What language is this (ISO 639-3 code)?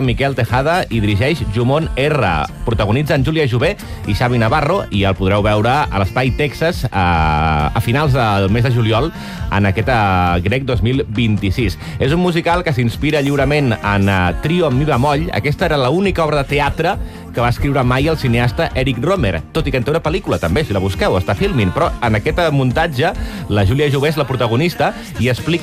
cat